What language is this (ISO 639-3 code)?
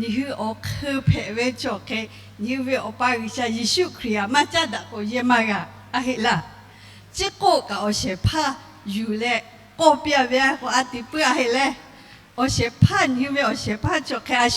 lhu